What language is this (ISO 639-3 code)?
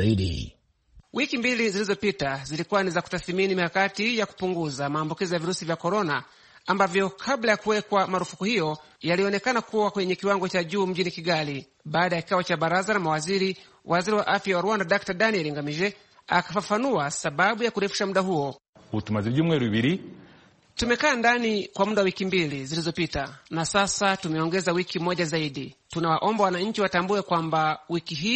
swa